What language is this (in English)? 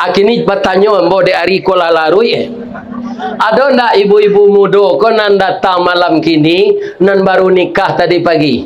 Minangkabau